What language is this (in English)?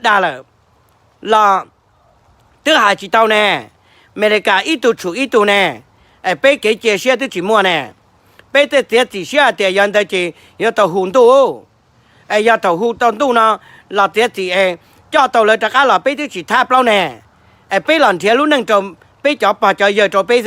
Hmong